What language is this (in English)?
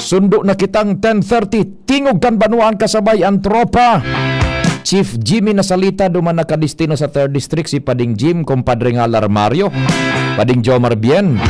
Bikol